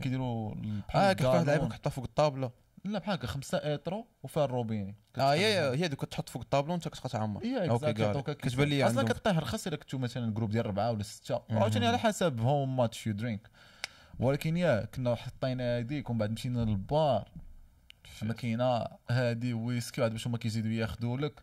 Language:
Moroccan Arabic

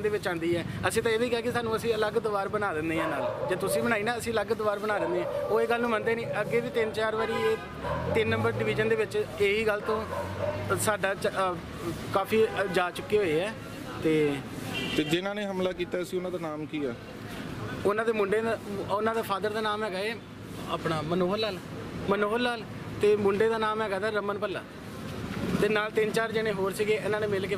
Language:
Punjabi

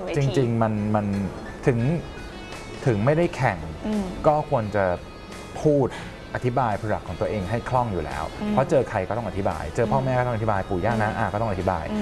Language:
Thai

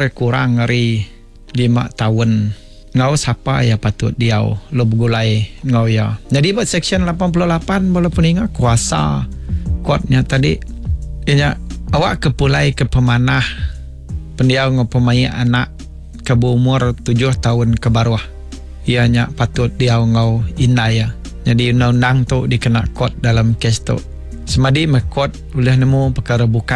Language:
Iban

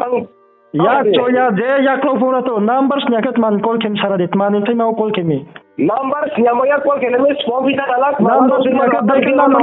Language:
Riang (India)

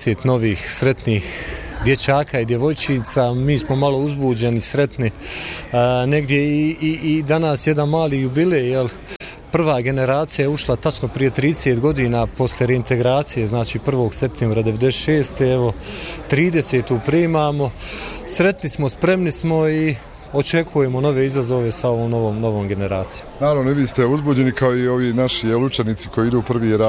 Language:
Bosnian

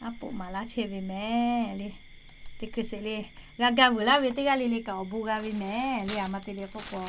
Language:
Lahu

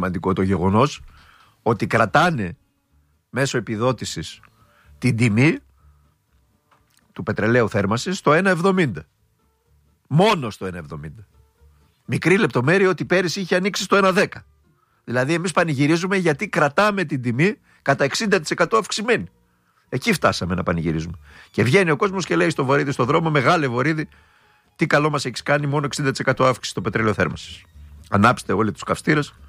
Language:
Greek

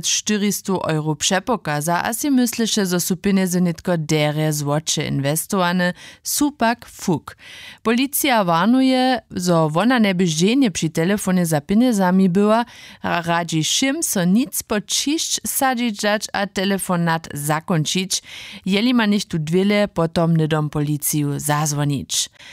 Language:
Upper Sorbian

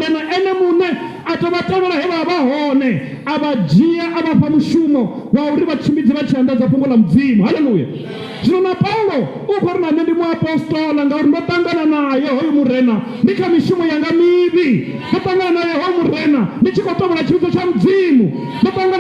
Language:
Venda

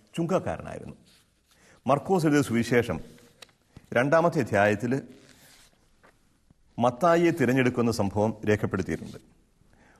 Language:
Malayalam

